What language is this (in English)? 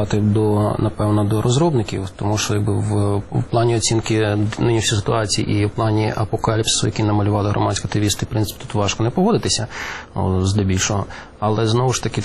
Ukrainian